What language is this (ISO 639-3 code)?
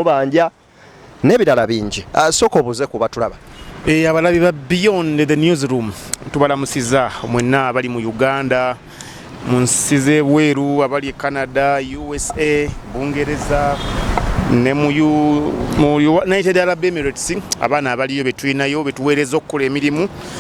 lug